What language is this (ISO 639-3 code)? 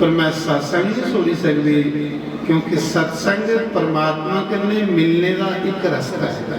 doi